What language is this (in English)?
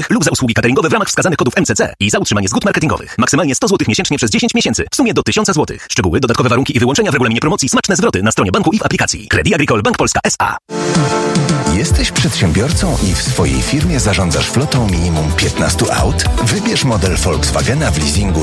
Polish